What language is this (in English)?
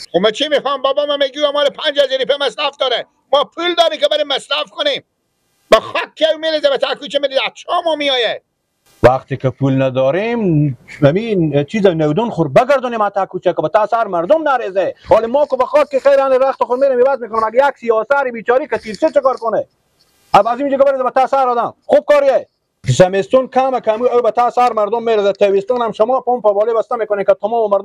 Persian